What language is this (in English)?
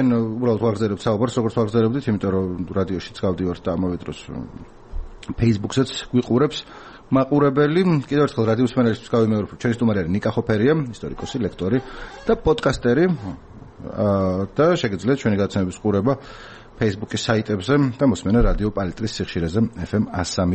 Georgian